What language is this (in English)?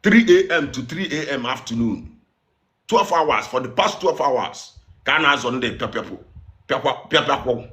Igbo